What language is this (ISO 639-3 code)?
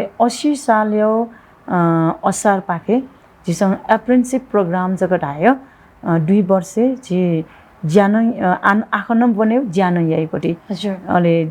new